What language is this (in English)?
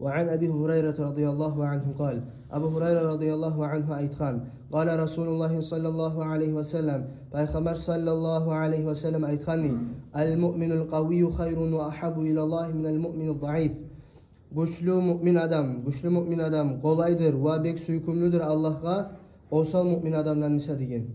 Kumyk